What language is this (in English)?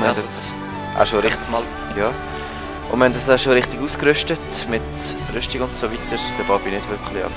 Swiss German